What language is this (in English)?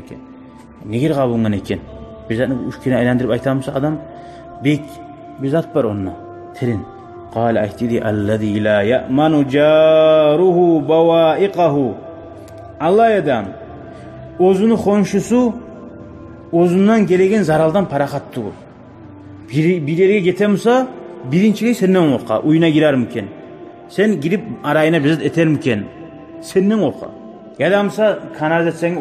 Kumyk